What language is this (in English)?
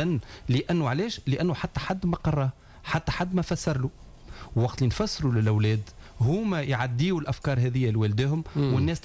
Tunisian Arabic